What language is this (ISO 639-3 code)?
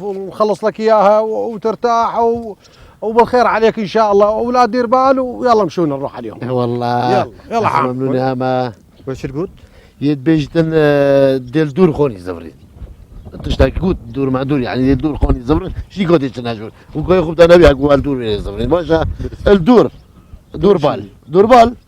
kur